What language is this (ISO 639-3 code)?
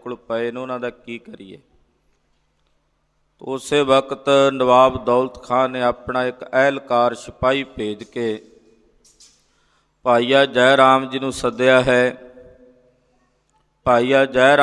pan